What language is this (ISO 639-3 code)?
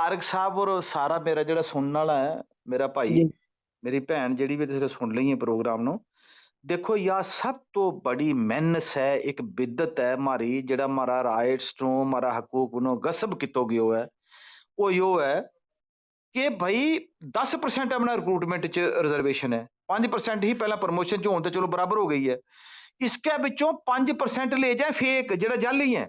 gju